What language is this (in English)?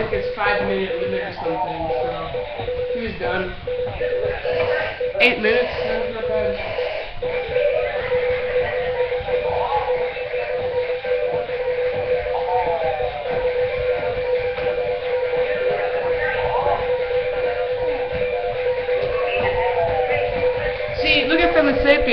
English